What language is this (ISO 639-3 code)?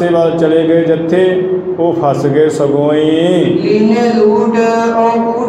pan